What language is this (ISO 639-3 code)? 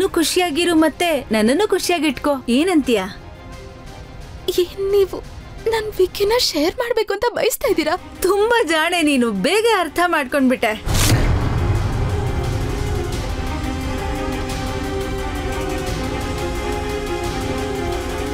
kan